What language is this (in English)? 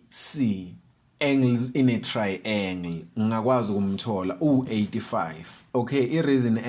Zulu